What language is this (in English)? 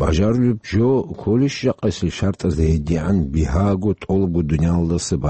Avaric